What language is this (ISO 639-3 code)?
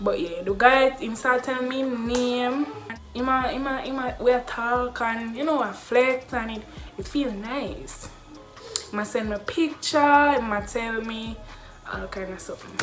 jam